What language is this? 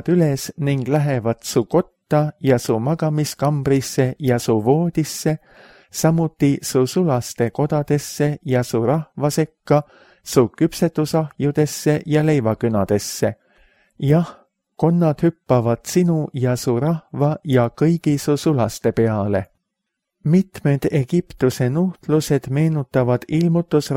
Estonian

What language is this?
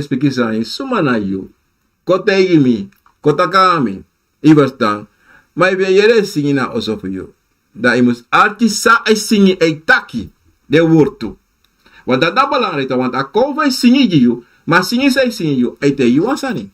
Sranan Tongo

